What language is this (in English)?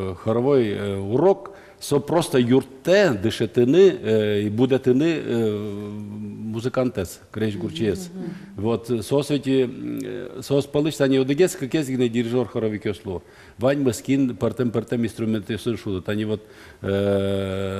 Udmurt